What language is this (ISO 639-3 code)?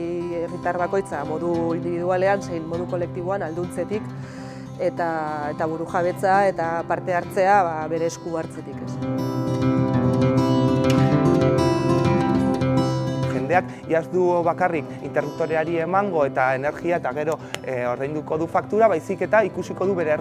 eus